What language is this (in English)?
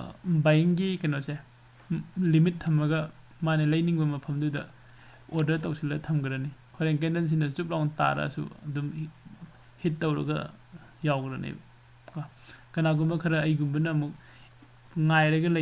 Manipuri